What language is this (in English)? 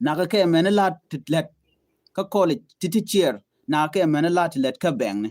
Nuer